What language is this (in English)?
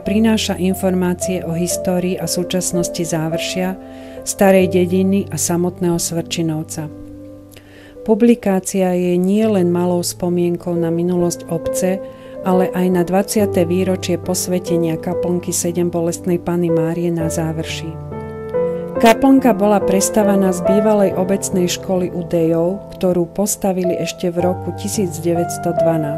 Slovak